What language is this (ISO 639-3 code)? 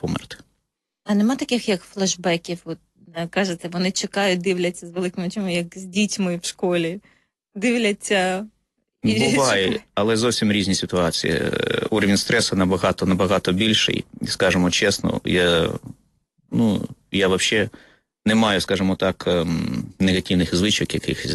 ukr